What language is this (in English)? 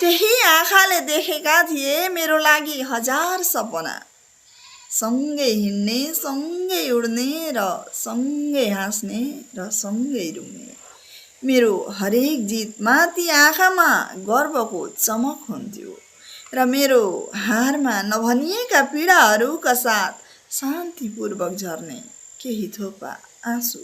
Nepali